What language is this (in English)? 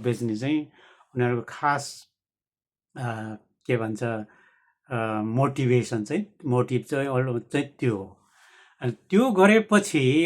Nepali